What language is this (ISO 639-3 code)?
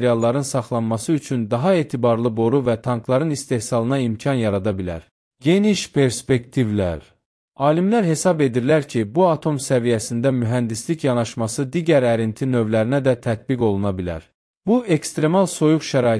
aze